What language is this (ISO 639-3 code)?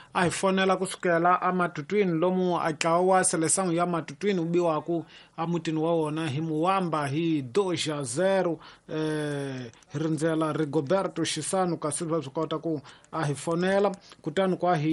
tso